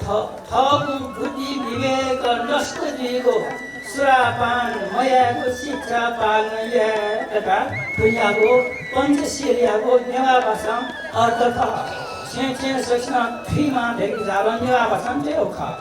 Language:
Newari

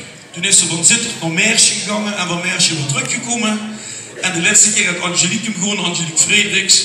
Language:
Limburgish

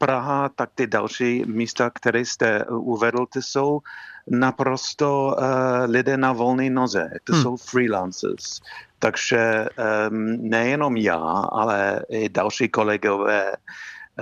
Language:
Czech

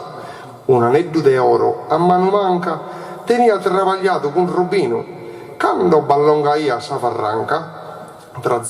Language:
Sardinian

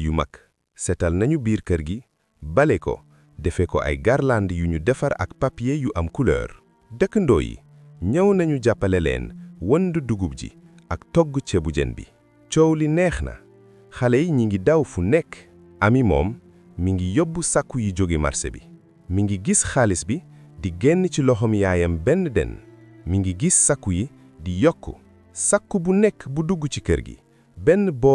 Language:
Wolof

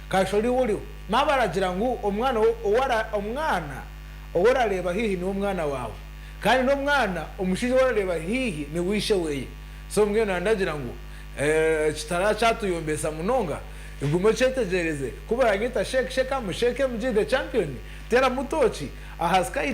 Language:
Nyankole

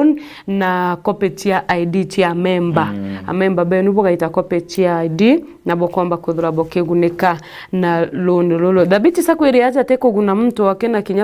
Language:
Meru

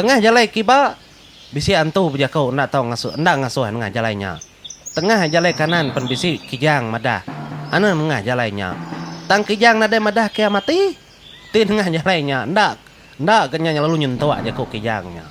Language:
Iban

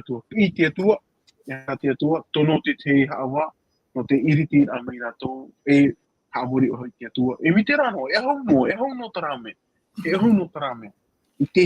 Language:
Tahitian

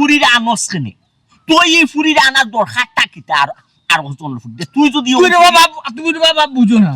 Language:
Sylheti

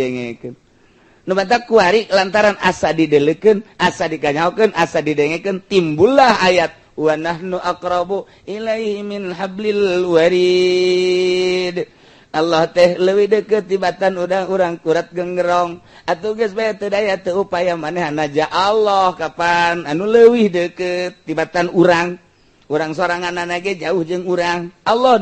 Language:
Sundanese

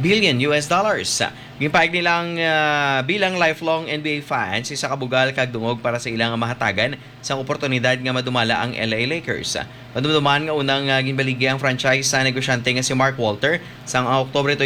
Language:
Hiligaynon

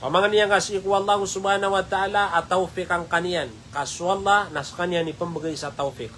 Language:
Maranao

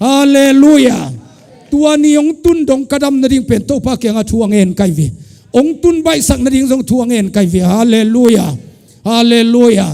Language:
Tedim Chin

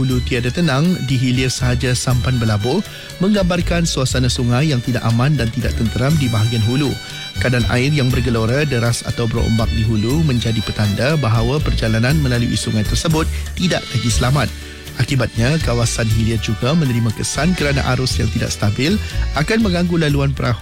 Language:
Malay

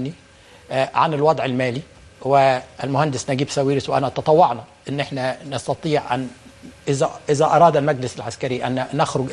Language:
Egyptian Arabic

